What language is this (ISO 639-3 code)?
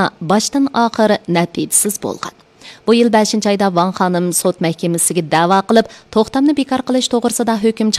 uig